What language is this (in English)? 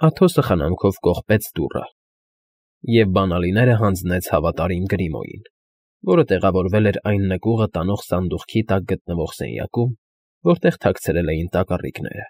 Armenian